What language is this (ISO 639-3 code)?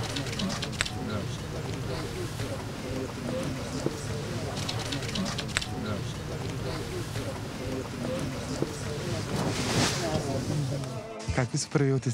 srp